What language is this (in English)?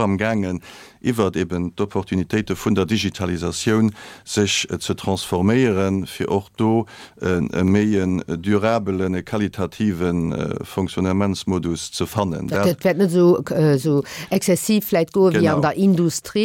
Luxembourgish